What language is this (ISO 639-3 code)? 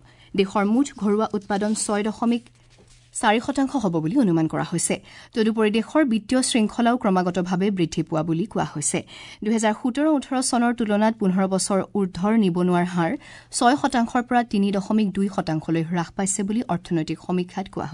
asm